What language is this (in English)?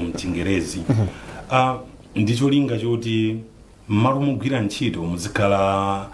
Nyanja